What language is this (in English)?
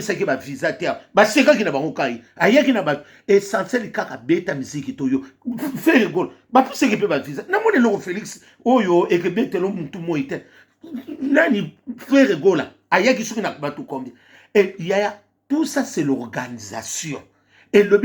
Lingala